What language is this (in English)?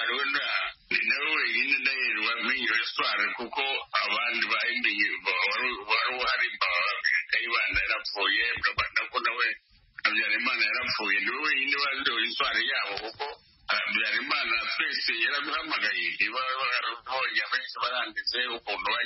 Kinyarwanda